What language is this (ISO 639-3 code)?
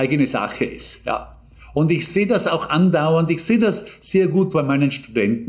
deu